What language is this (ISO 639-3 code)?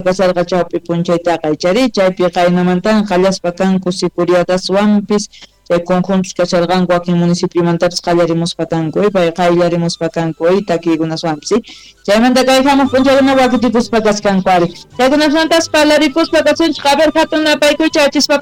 quh